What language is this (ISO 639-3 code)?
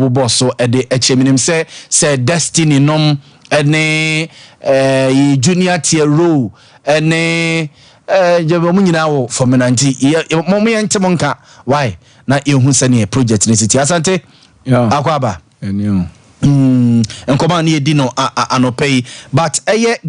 aka